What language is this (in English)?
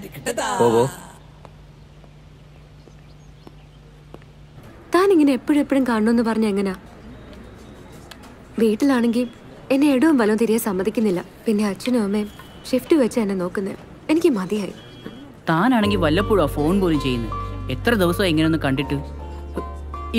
Malayalam